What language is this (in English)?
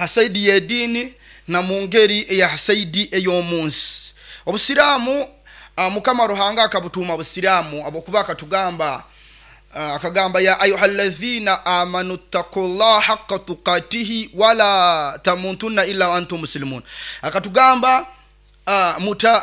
Nyoro